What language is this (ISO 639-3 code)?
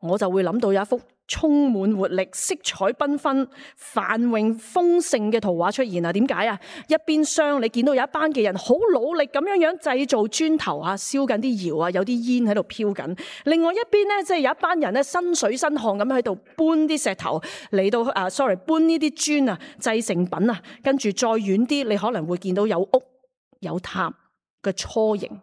yue